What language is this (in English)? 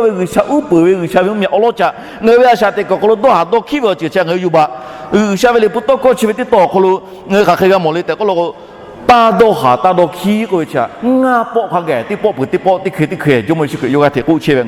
Lahu